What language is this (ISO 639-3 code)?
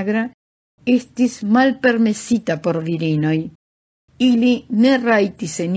epo